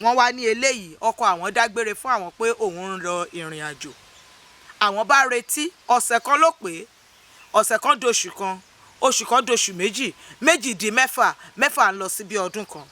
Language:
Yoruba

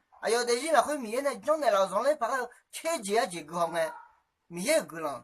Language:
Akha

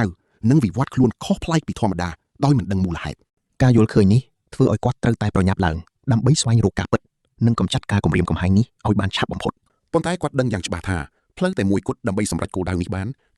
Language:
Khmer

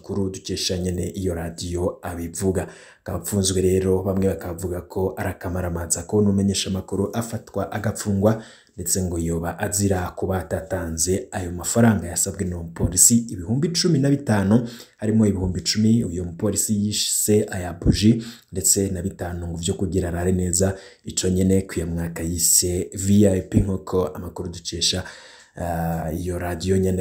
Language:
Rundi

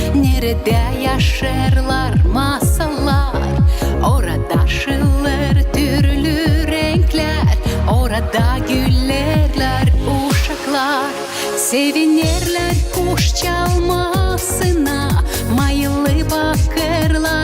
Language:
Gagauz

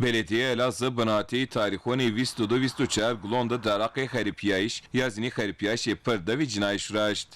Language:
Zaza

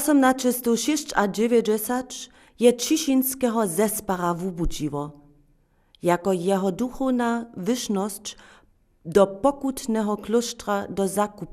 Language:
Upper Sorbian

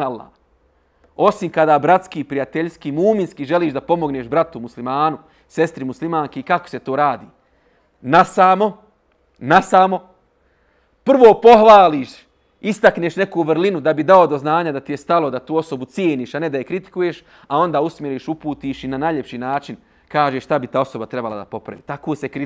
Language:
Bosnian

